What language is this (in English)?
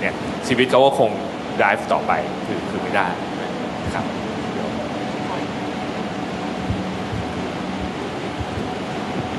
Thai